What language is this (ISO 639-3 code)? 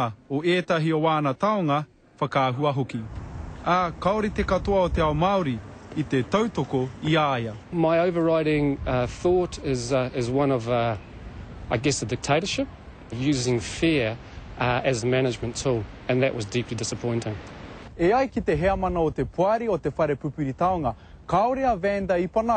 mri